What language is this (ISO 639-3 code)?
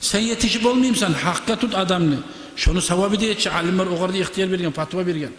kum